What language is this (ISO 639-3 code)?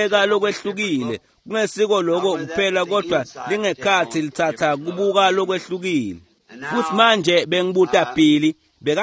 ssw